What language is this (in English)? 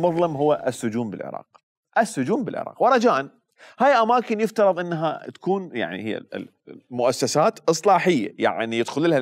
Mesopotamian Arabic